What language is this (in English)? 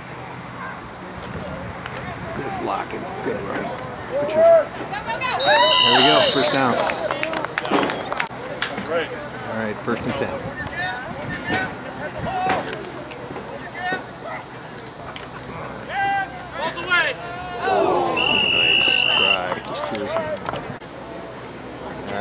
English